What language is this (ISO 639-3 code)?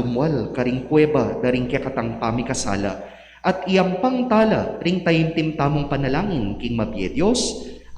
pam